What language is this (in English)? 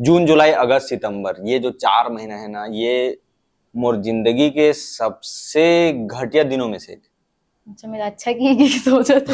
Chhattisgarhi